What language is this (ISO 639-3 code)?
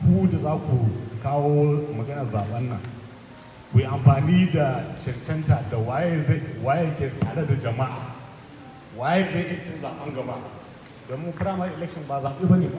hau